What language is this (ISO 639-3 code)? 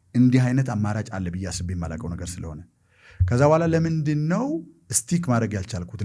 amh